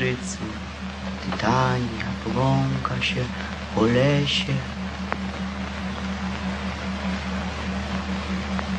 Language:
Polish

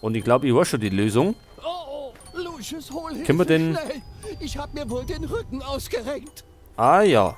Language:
Bavarian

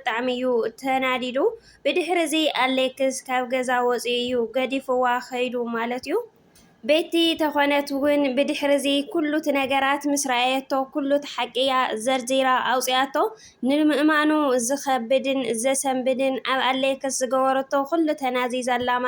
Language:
Tigrinya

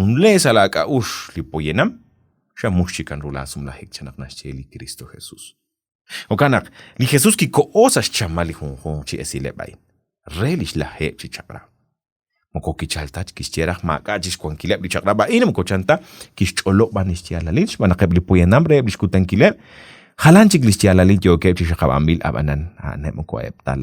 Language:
Kekchí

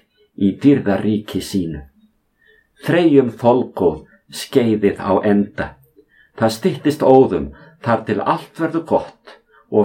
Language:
Icelandic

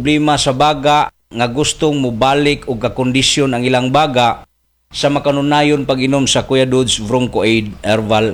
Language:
Cebuano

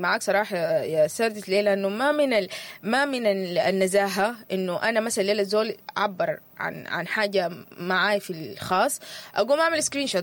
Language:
Sudanese Arabic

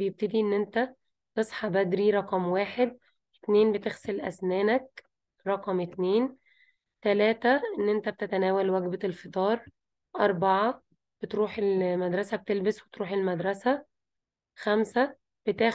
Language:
Egyptian Arabic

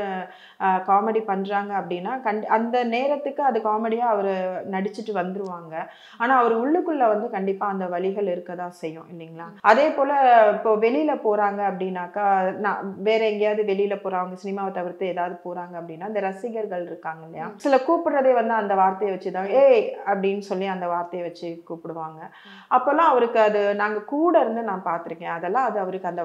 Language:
Tamil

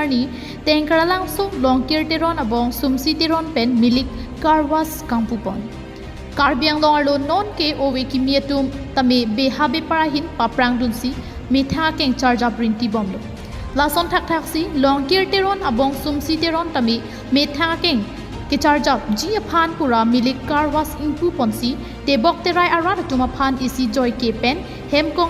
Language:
Karbi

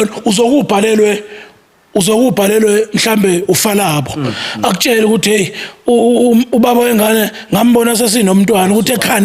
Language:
Zulu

